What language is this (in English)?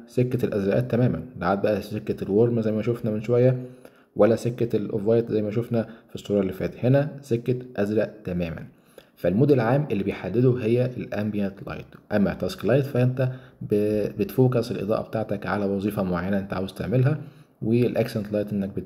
Egyptian Arabic